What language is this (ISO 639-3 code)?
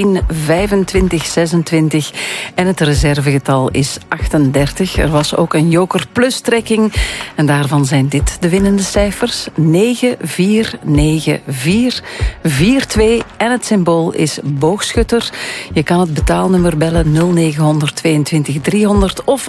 nld